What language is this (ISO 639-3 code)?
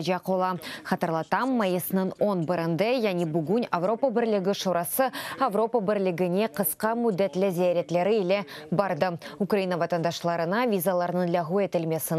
crh